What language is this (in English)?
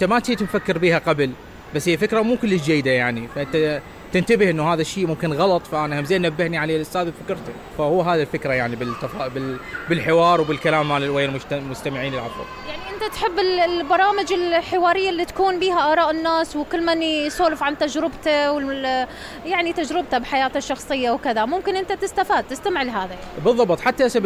Mesopotamian Arabic